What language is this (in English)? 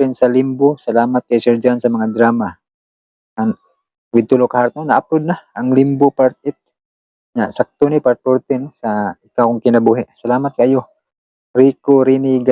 Cebuano